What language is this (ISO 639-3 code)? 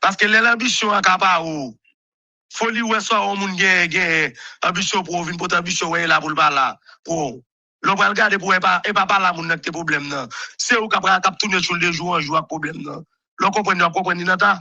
hat